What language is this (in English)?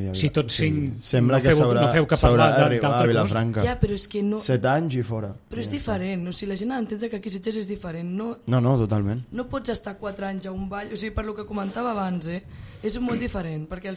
Catalan